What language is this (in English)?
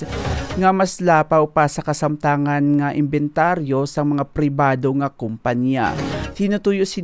Hiligaynon